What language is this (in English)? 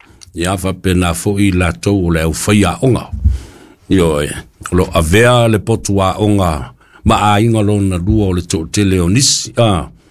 Samoan